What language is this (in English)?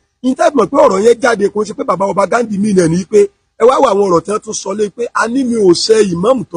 Yoruba